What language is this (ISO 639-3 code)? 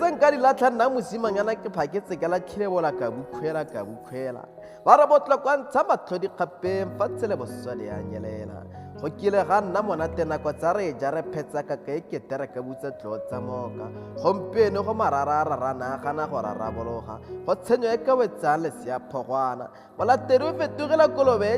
tsn